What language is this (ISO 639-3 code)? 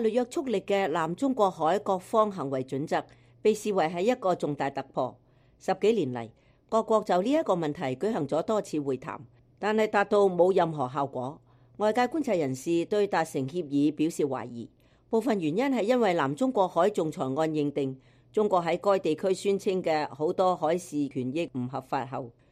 yue